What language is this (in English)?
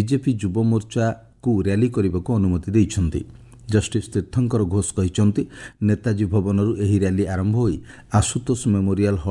Odia